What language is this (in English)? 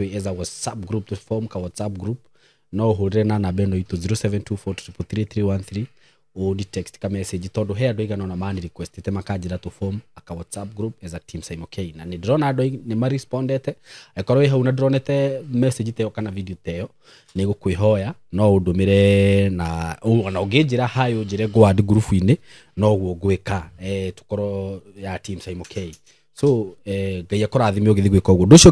Kikuyu